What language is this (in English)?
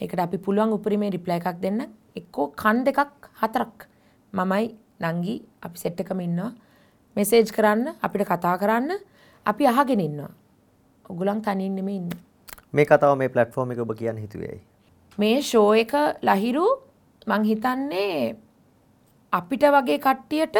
Sinhala